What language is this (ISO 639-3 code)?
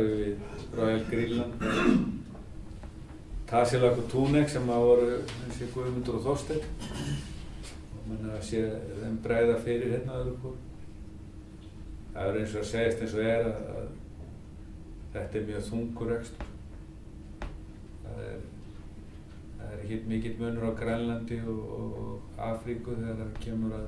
isl